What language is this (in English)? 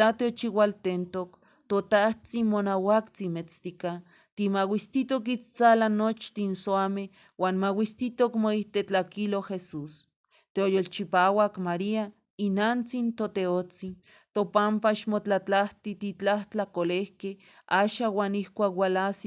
Eastern Huasteca Nahuatl